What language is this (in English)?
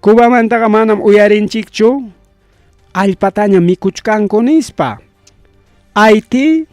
Ayacucho Quechua